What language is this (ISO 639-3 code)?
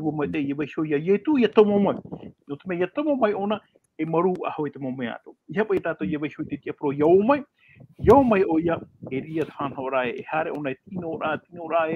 tah